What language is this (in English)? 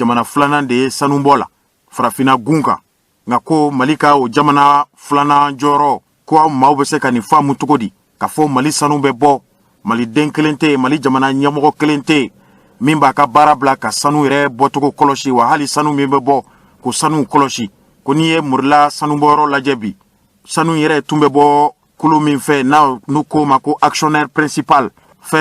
Bambara